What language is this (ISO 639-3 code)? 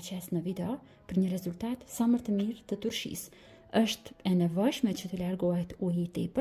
sqi